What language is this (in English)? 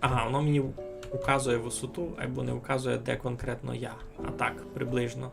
Rusyn